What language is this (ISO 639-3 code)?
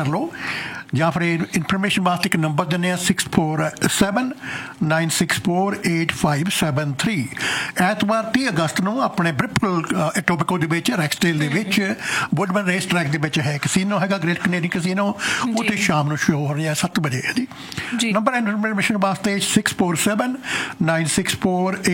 pan